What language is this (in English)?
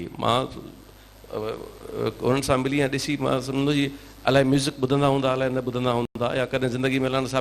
Sindhi